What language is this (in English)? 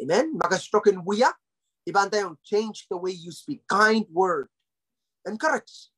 Pohnpeian